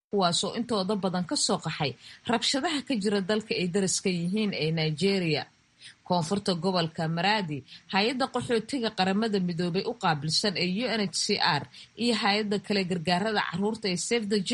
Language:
Somali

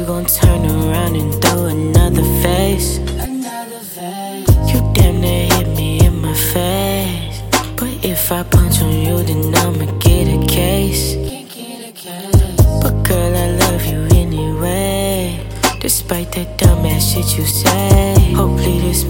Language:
English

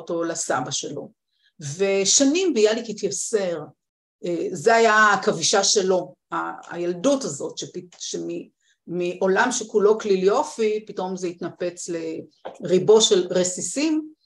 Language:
Hebrew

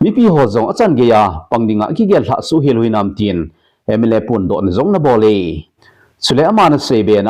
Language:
Thado Chin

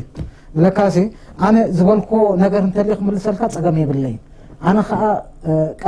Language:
Tigrinya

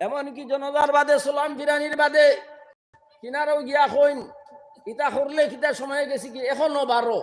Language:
Sylheti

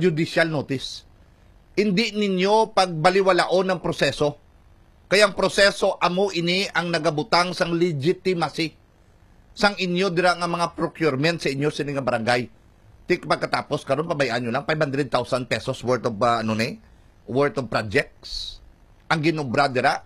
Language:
Hiligaynon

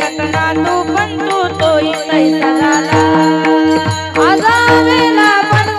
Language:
Marathi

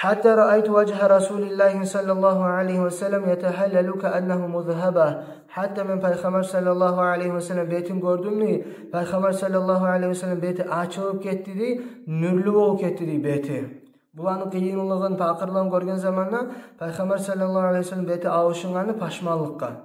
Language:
Kumyk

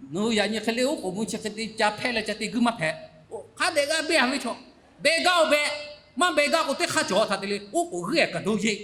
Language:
Lahu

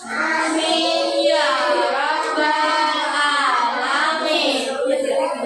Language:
Banjar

